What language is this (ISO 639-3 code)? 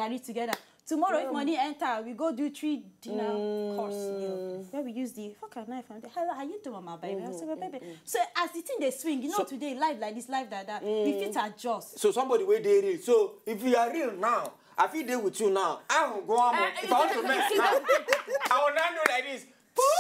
pcm